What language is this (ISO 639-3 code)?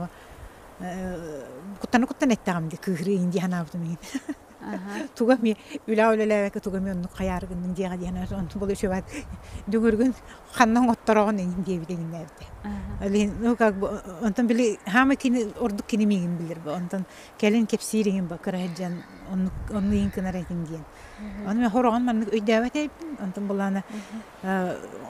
sah